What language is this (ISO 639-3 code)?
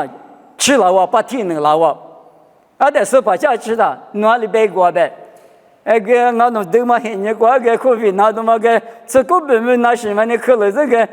lis